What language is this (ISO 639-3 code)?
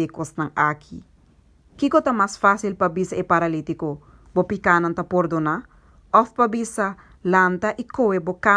pap